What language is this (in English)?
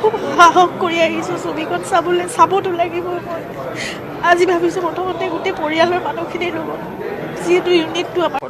Assamese